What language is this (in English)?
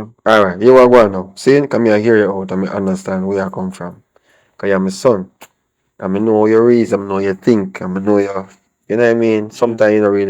Jamaican Creole English